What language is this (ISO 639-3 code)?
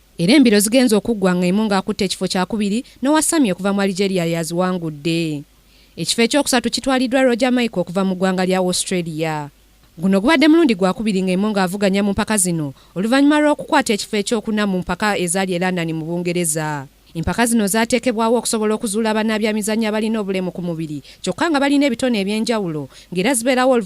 lug